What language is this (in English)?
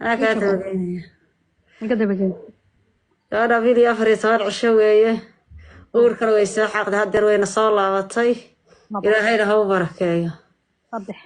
Somali